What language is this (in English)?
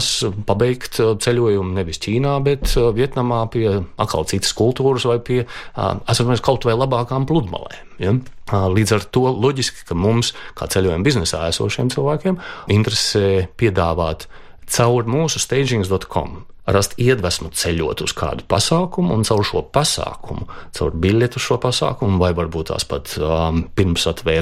Latvian